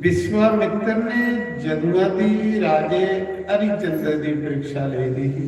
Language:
Dogri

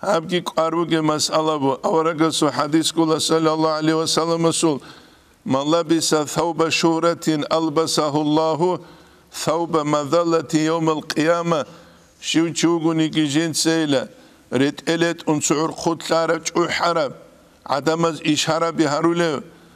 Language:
Avaric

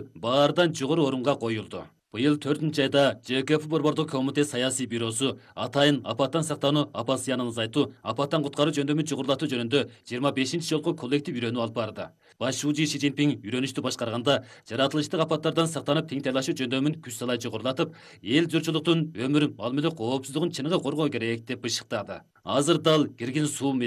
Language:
Kyrgyz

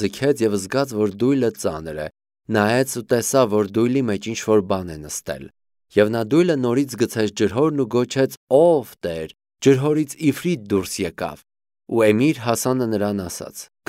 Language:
Armenian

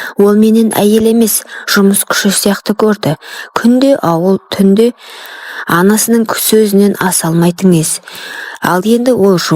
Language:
Kazakh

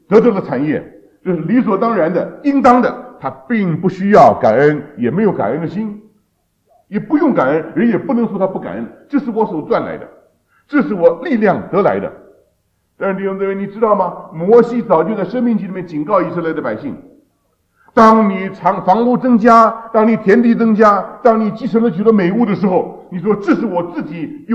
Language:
Chinese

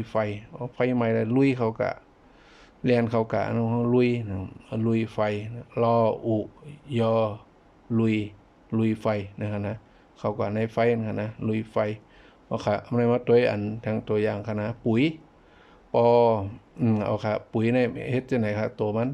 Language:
Shan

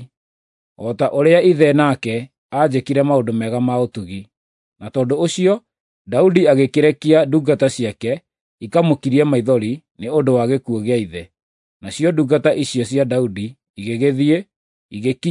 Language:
Kikuyu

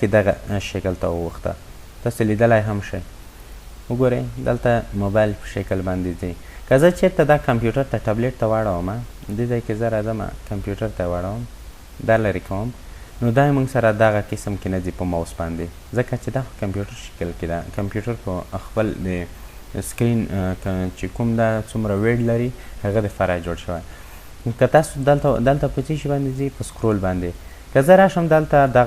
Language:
Pashto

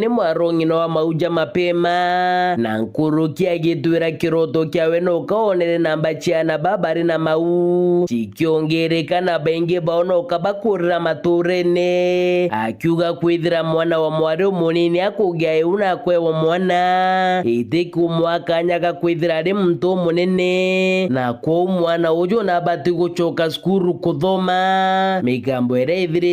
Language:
Meru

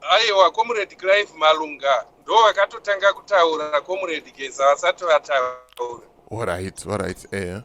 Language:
Shona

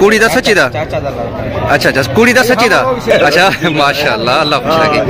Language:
Saraiki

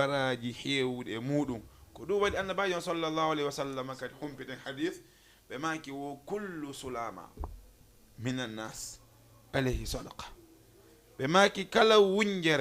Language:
Fula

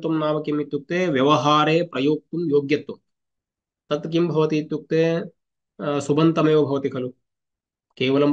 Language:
Sanskrit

